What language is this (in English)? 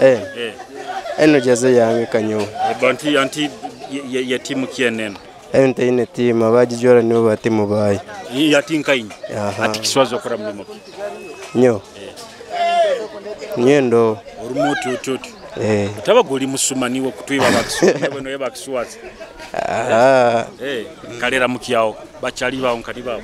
Nyoro